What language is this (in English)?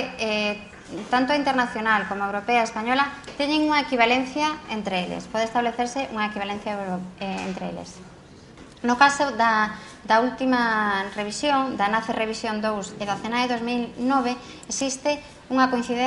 Galician